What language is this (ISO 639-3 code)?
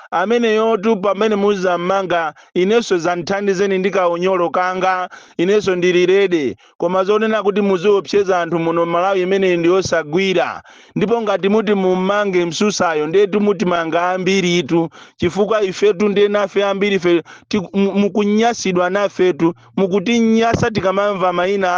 nya